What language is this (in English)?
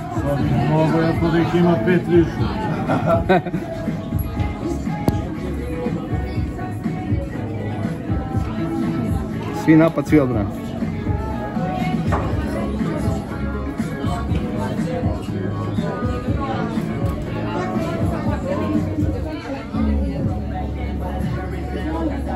Serbian